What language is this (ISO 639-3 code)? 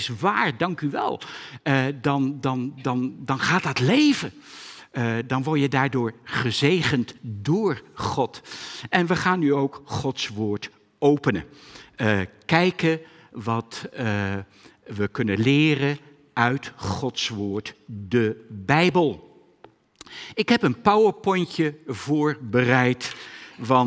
nld